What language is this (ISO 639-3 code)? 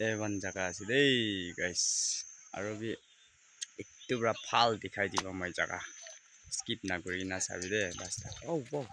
nag